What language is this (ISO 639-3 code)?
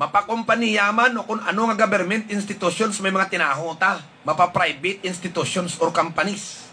hil